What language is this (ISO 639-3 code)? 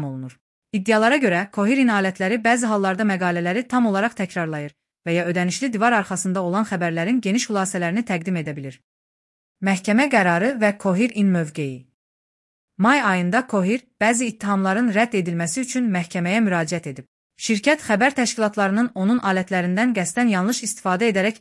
aze